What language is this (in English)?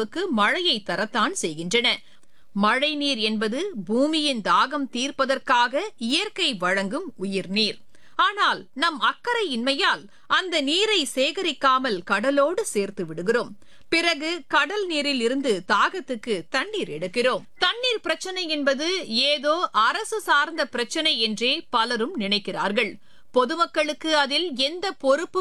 Tamil